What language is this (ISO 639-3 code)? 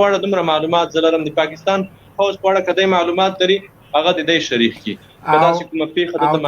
pus